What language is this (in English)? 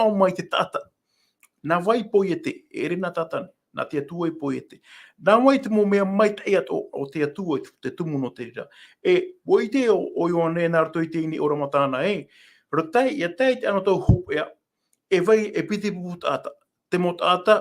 Tahitian